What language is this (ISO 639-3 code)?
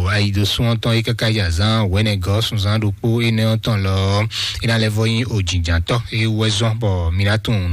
fon